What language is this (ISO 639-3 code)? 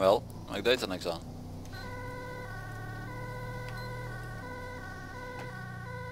nld